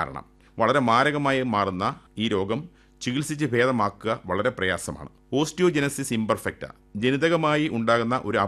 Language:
Malayalam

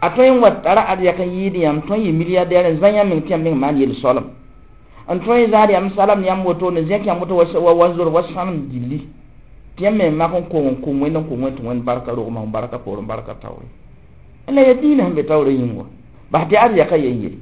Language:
Mossi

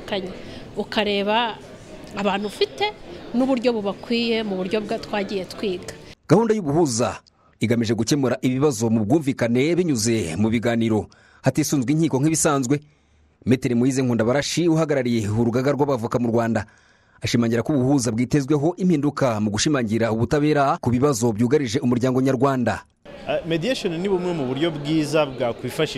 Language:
Kinyarwanda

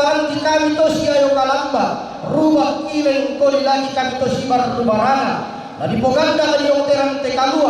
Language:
Toraja-Sa'dan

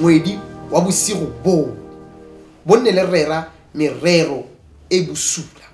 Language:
Tswana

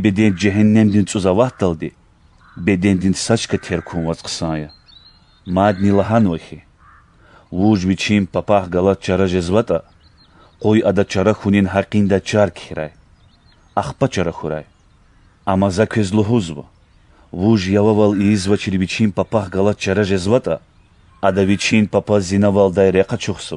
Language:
Lezghian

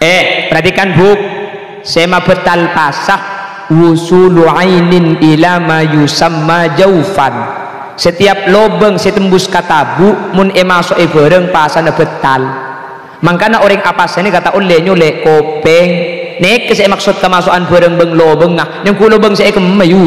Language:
Madurese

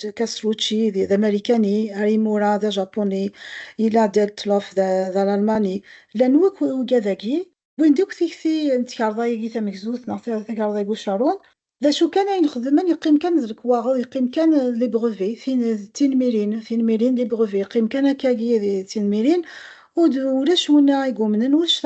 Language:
Kabyle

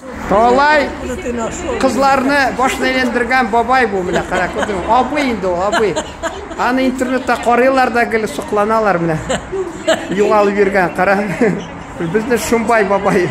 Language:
Tatar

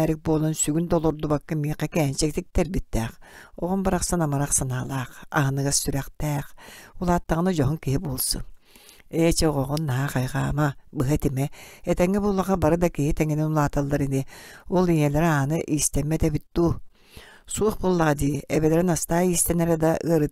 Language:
Yakut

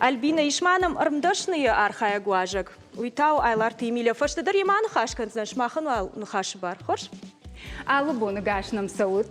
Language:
Ossetic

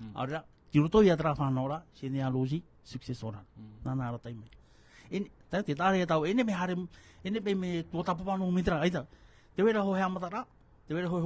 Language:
Tahitian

